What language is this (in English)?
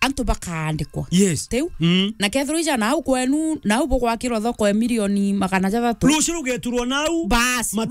Meru